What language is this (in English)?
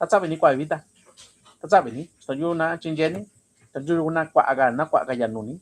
Mixtepec Mixtec